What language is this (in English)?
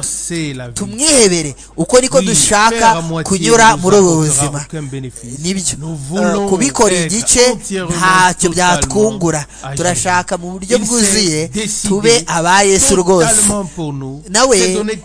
Kinyarwanda